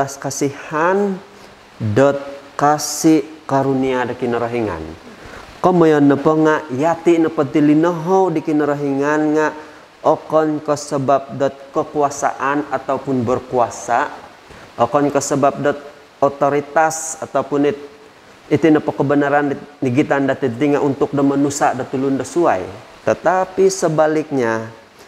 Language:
Central Dusun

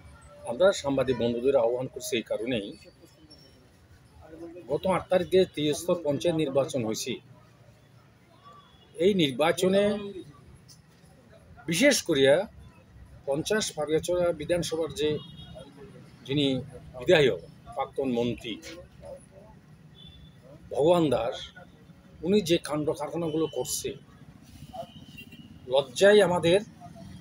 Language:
Bangla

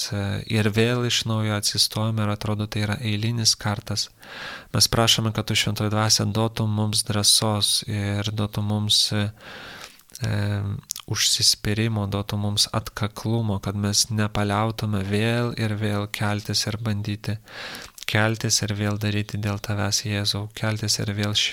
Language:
Lithuanian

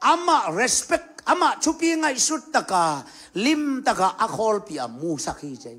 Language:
Tedim Chin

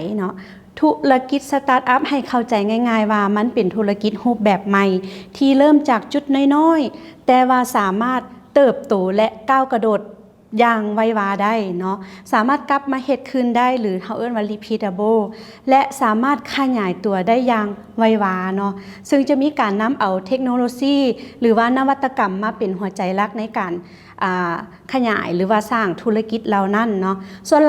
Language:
Lao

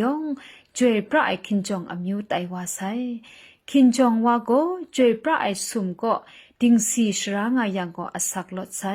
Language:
Kachin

